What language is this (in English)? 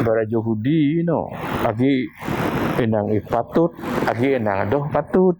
Biatah Bidayuh